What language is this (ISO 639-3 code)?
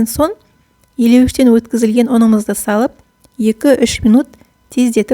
kaz